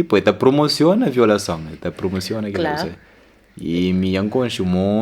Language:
Kabuverdianu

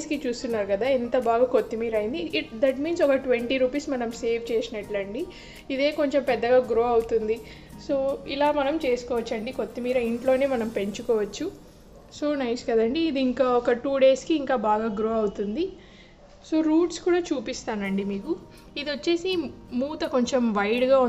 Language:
Telugu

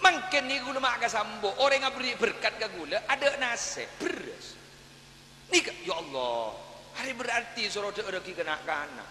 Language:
Madurese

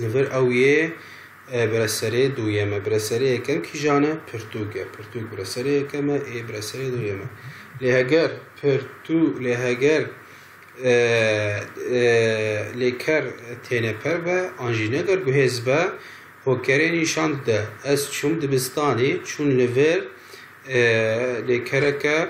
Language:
Kurdish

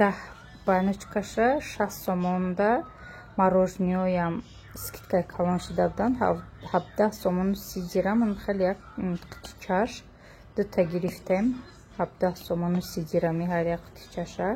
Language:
Tajik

